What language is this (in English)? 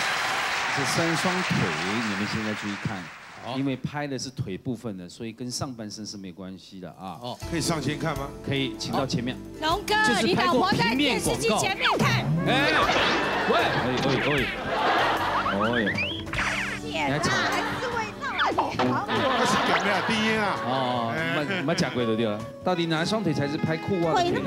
Chinese